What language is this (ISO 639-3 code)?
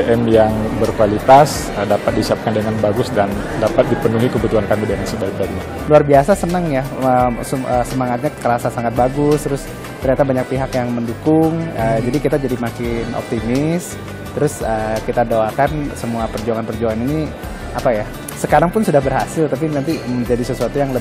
ind